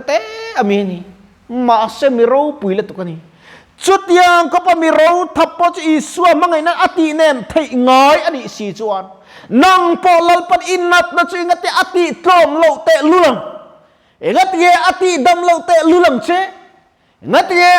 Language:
Mizo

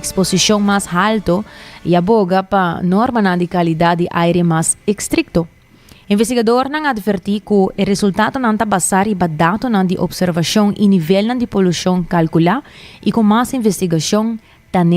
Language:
Papiamento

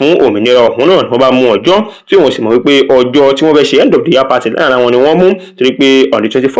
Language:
Yoruba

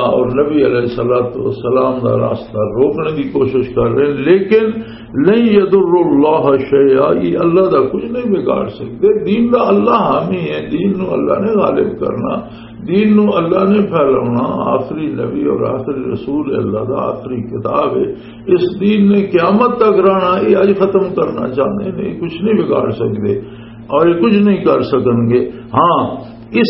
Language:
Western Panjabi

